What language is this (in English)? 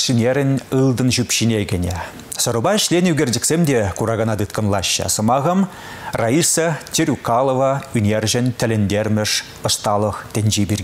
Chuvash